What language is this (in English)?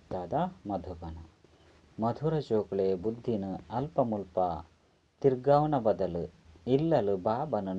Tulu